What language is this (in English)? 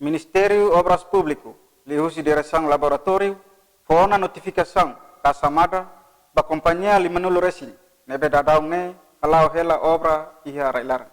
Tetum